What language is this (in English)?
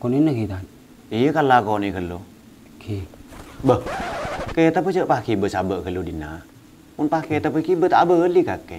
Madurese